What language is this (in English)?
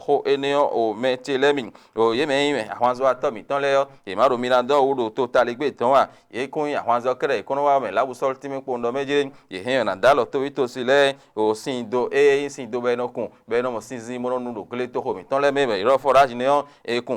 Fon